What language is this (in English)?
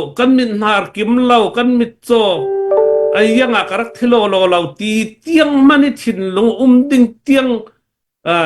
Hakha Chin